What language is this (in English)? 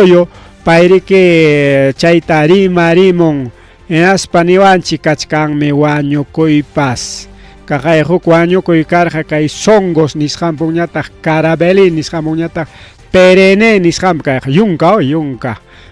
Ayacucho Quechua